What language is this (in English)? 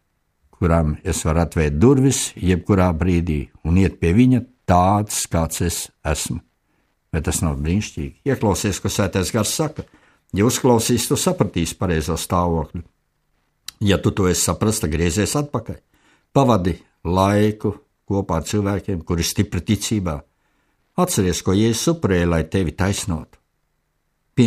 Latvian